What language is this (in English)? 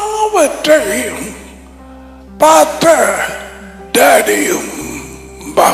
Tamil